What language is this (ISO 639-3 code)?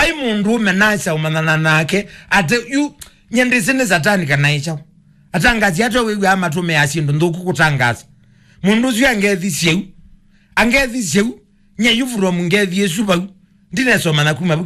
kam